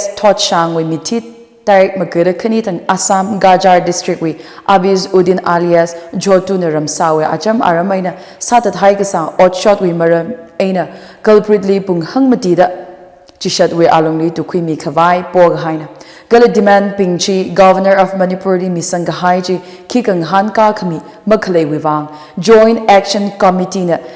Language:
Tangkhul Naga (India)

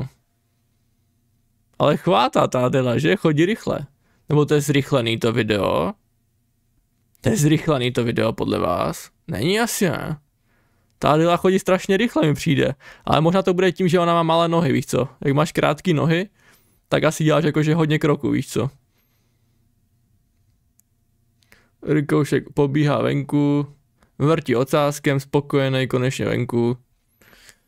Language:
Czech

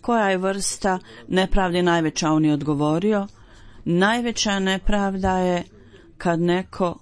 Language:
Bosnian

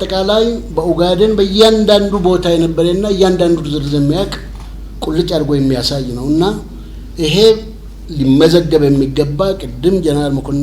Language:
Amharic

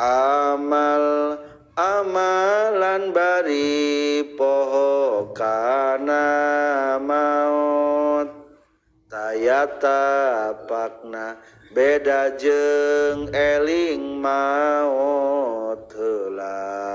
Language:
Sundanese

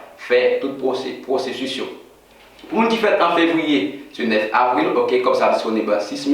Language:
Haitian Creole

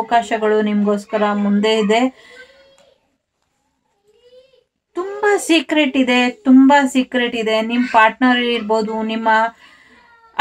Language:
Kannada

